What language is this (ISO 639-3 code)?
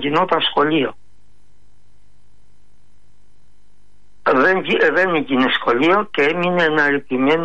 ell